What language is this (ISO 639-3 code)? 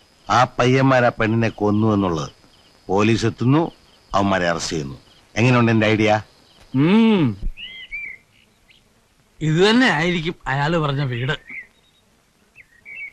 mal